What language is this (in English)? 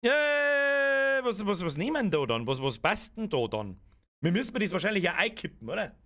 Bavarian